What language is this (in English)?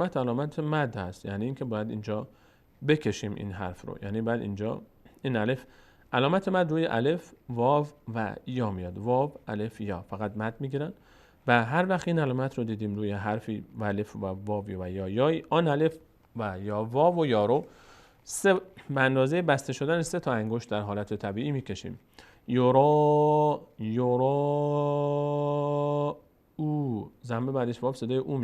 Persian